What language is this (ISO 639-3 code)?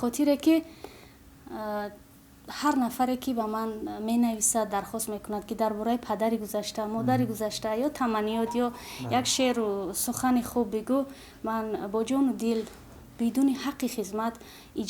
tgk